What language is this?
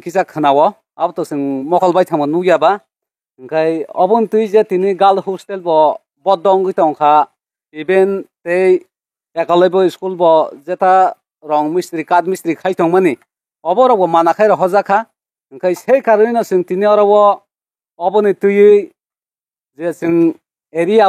Kok Borok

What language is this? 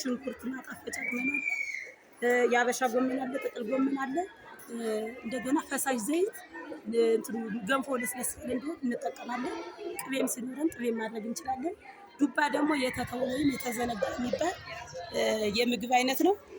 Amharic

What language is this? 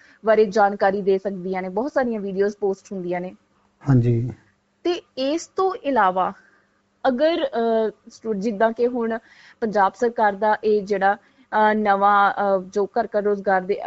Punjabi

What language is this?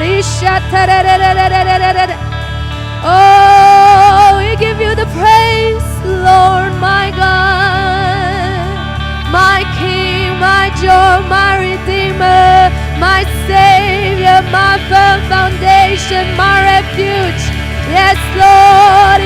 Naga Pidgin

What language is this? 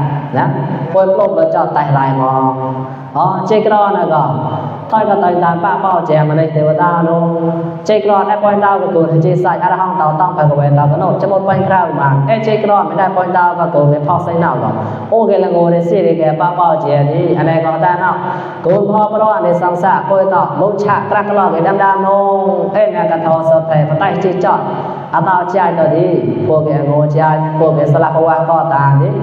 Mon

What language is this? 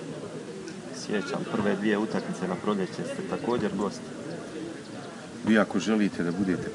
Croatian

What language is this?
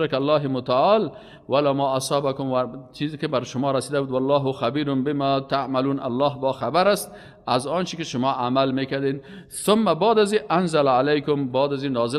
Persian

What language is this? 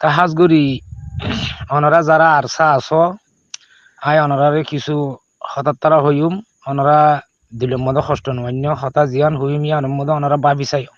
Rohingya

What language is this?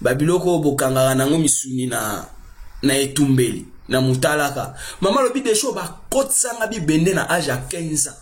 Lingala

